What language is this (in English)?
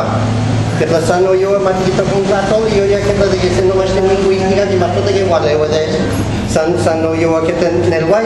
Guerrero Nahuatl